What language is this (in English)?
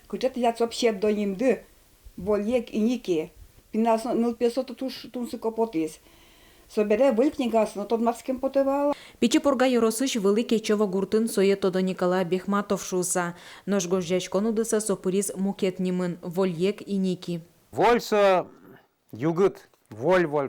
Udmurt